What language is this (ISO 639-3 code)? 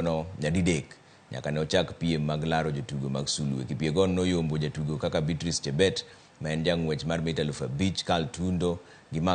luo